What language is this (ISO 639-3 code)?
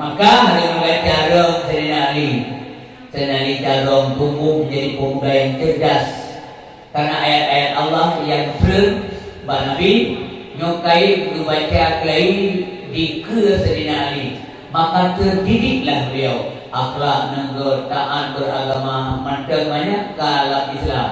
ace